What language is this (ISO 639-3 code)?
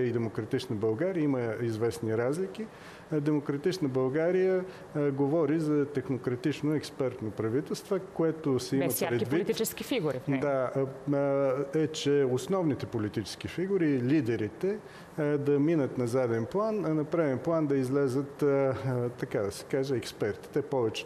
bul